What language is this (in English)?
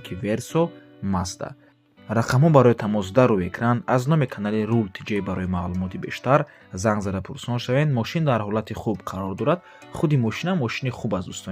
Tajik